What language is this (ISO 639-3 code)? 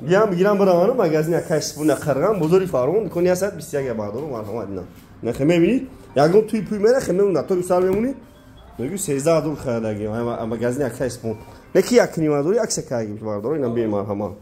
tgk